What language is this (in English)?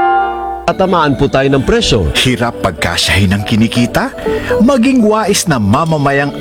Filipino